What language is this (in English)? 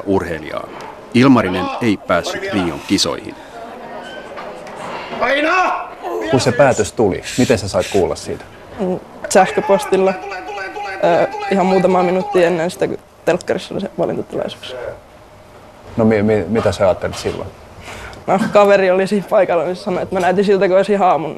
Finnish